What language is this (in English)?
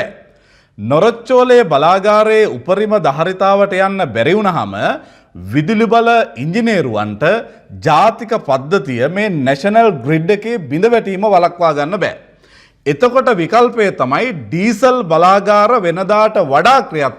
Sinhala